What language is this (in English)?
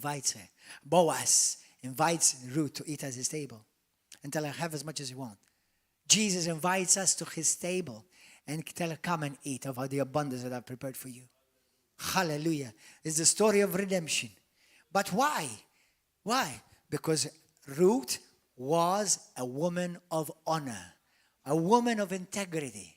English